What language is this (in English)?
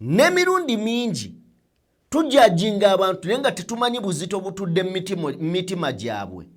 Ganda